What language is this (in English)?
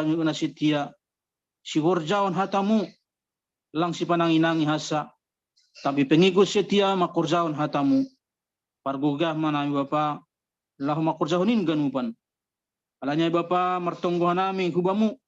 Batak Simalungun